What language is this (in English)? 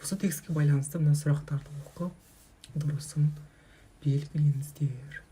Kazakh